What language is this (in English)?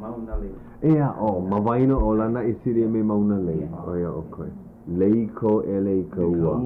Hawaiian